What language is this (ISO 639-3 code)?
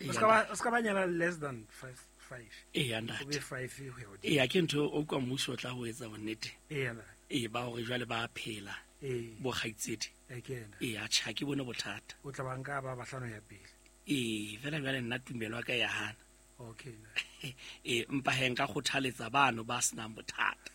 sot